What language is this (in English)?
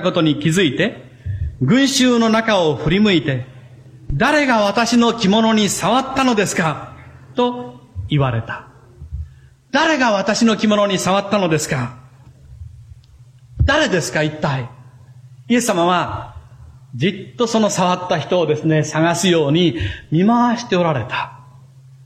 Japanese